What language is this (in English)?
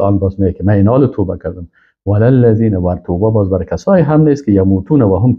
Persian